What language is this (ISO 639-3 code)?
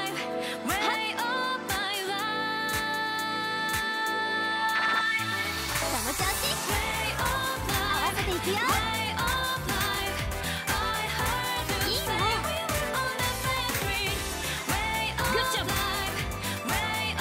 jpn